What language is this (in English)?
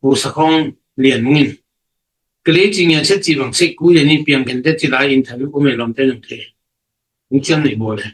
Tedim Chin